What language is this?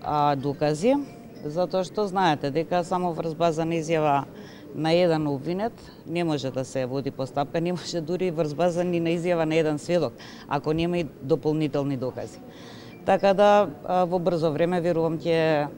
Macedonian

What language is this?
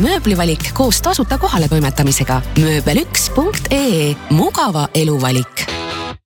Estonian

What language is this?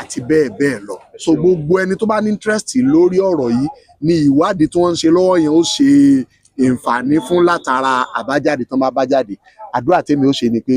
Yoruba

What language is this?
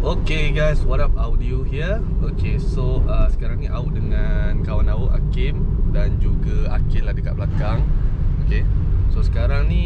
Malay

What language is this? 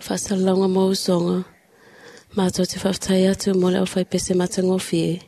Samoan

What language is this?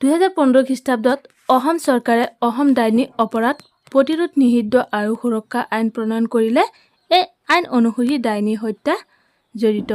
Assamese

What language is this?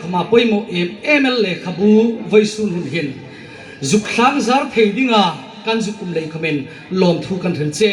Hmar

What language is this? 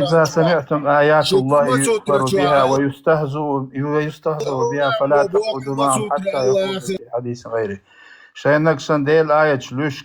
Chechen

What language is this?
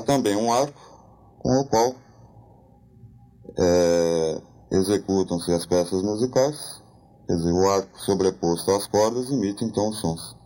Portuguese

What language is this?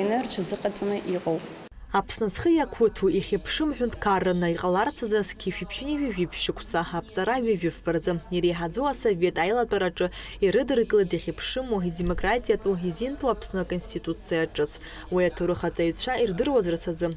Abkhazian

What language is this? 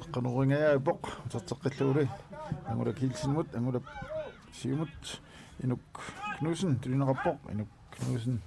Kalaallisut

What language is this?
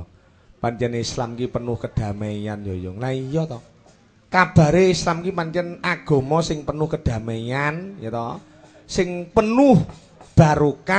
Javanese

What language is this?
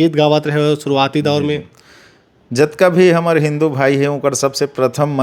Chhattisgarhi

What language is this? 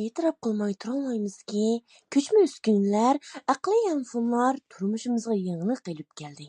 Uyghur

